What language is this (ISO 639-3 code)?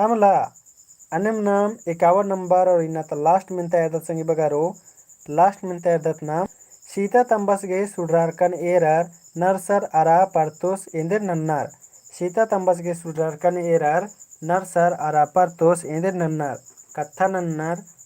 kru